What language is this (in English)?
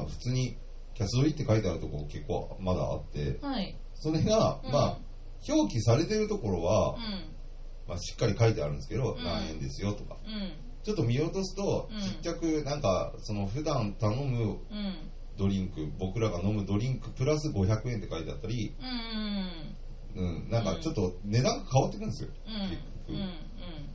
Japanese